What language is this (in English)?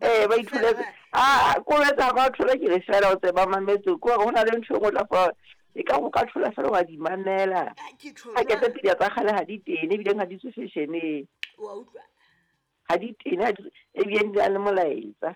Southern Sotho